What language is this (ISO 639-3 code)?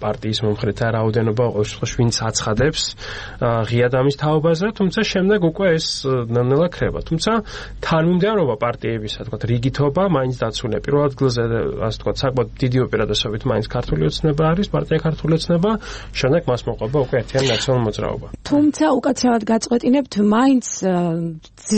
kat